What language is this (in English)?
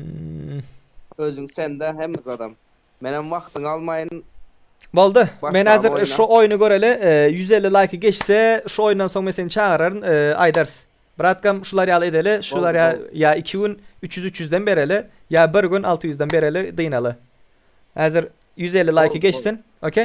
Turkmen